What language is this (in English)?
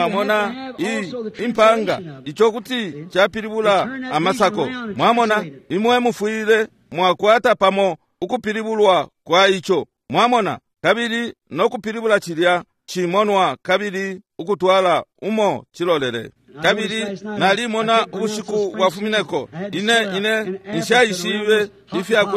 Bemba